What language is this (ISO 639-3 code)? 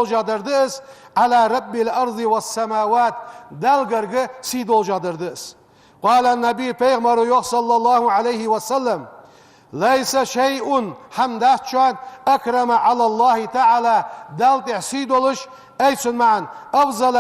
inh